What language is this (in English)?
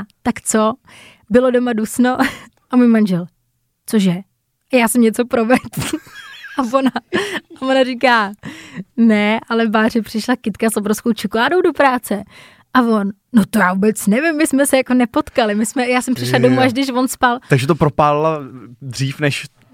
Czech